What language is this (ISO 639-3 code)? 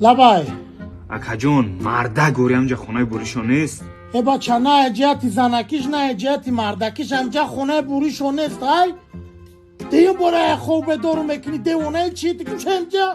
tgk